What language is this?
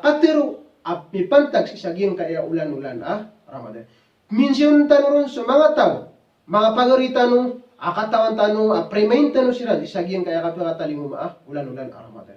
Maranao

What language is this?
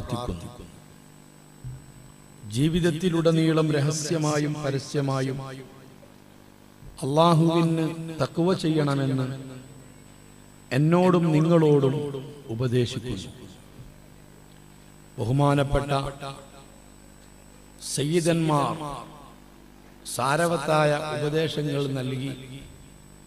Malayalam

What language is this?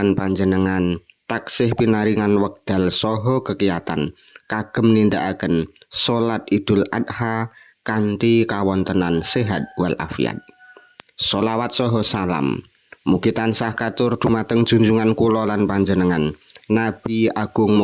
Javanese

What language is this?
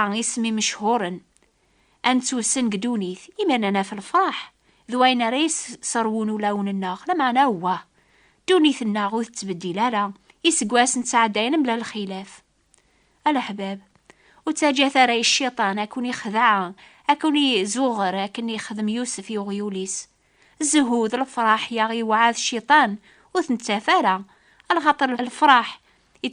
Kabyle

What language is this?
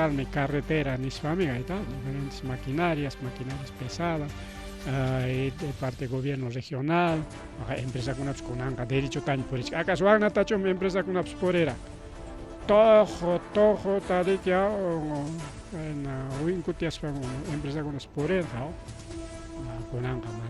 Ayacucho Quechua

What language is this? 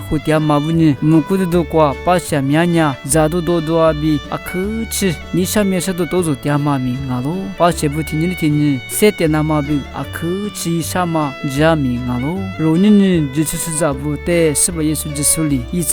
Lisu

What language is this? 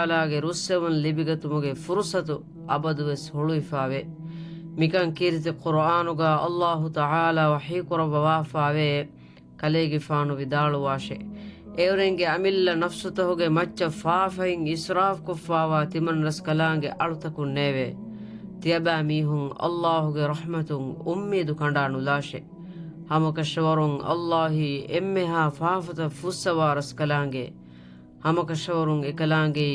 Divehi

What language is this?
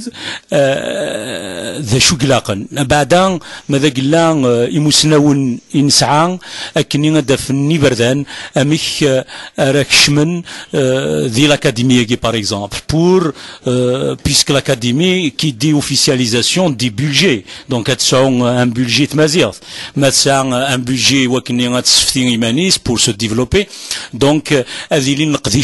Kabyle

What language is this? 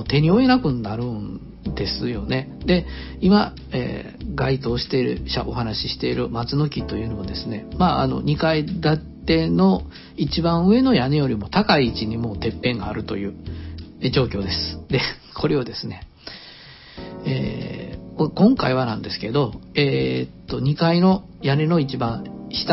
Japanese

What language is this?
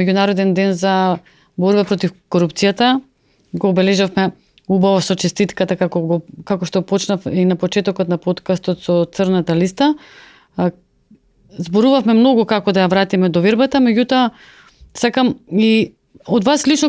Macedonian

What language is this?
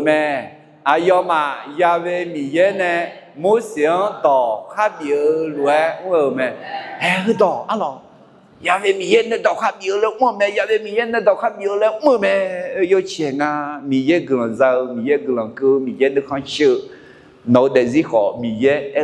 Akha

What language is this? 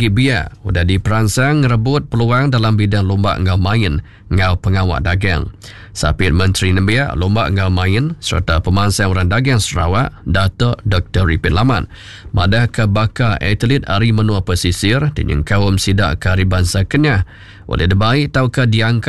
Iban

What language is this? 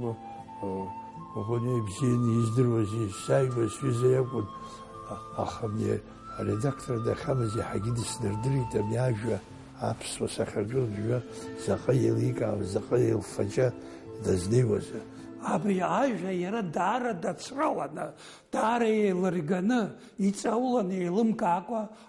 Abkhazian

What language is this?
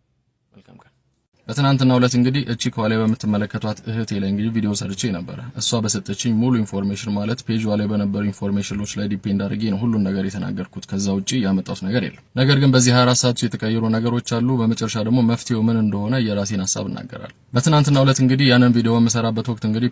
Amharic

